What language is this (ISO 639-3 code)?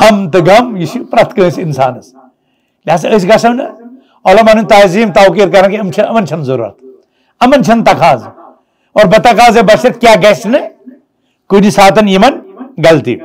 kas